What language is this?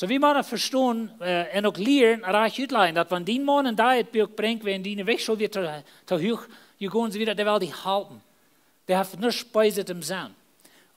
Plautdietsch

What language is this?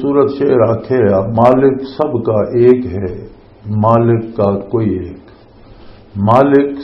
Western Panjabi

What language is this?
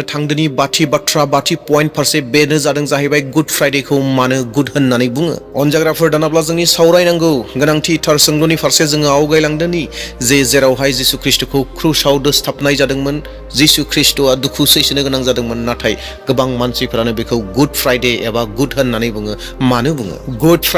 Bodo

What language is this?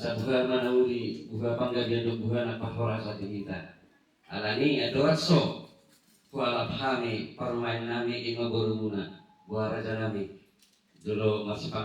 Batak Toba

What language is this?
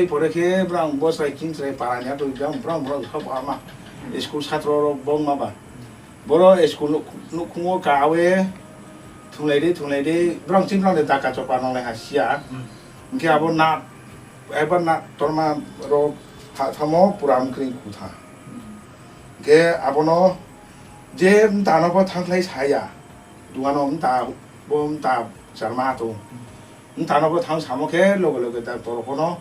Riang (India)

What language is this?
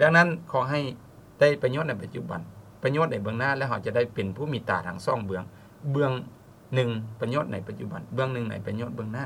Lao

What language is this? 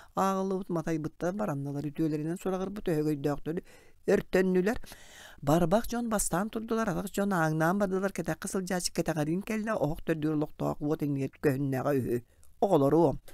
Yakut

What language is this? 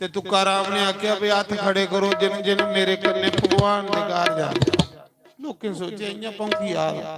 Dogri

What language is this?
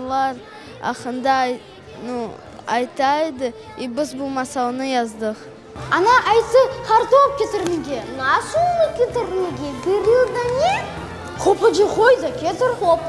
Crimean Tatar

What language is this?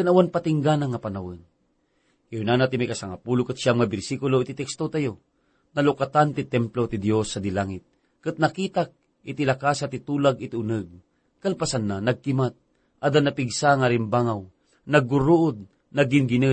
Iloko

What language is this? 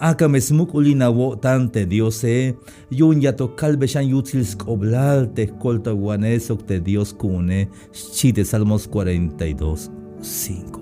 Tzeltal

